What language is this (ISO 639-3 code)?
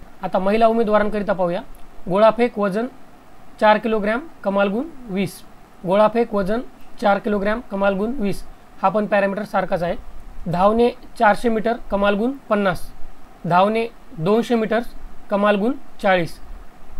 mar